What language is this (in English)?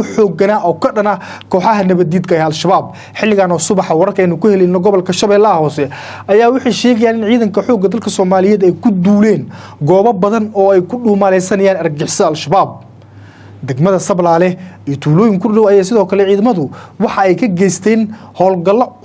Somali